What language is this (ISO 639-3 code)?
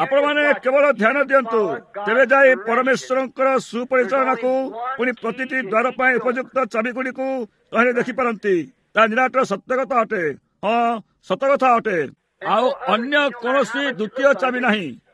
ori